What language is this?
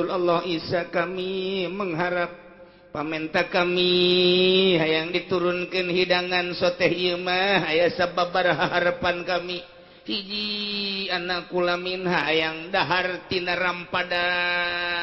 Sundanese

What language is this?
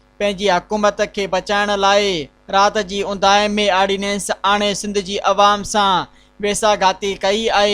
Sindhi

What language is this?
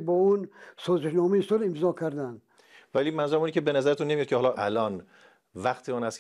Tajik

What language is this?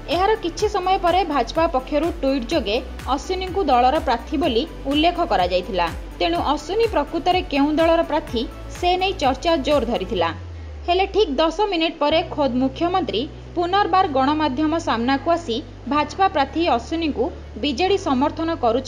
Odia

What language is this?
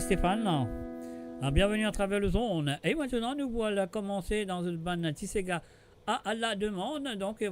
Morisyen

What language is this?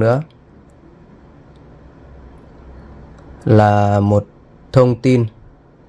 Vietnamese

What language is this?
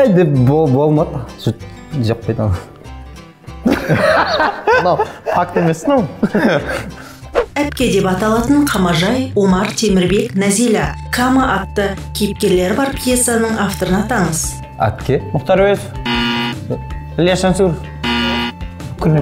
Kazakh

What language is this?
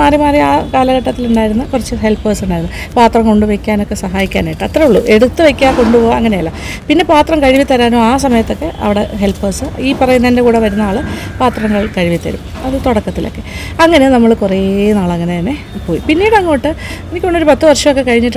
Malayalam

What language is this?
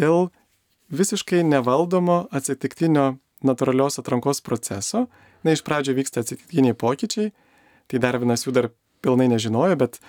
Lithuanian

